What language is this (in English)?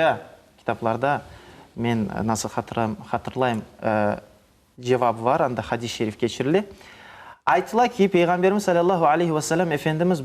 Crimean Tatar